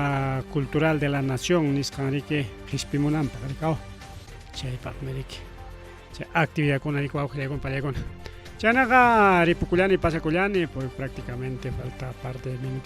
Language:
Ayacucho Quechua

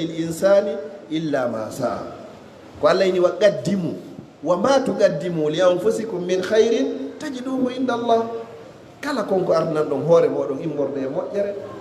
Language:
Fula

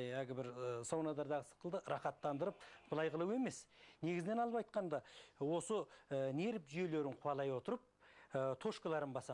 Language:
Kazakh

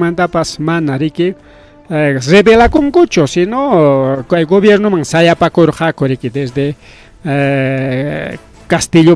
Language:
Ayacucho Quechua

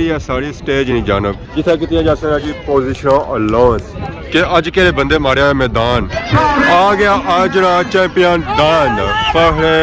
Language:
Pahari-Potwari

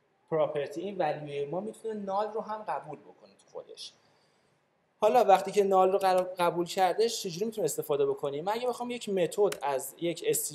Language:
Persian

